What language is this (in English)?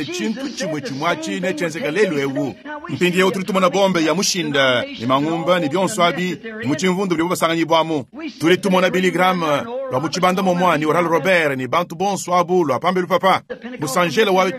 Luba-Lulua